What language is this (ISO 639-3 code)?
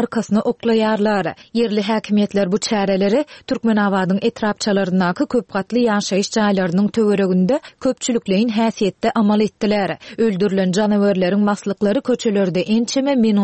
tuk